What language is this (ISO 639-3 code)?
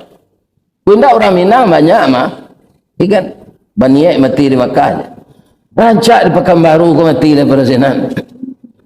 min